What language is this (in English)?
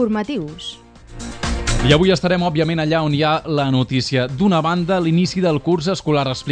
Catalan